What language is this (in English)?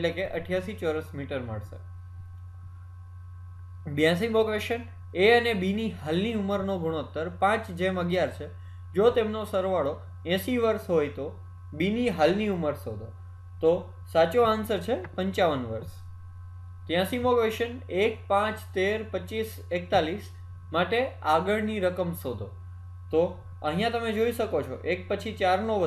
Gujarati